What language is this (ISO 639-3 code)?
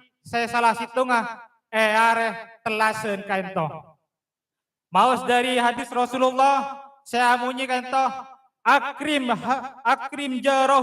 mad